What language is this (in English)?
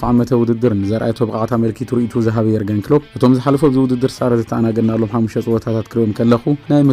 Tigrinya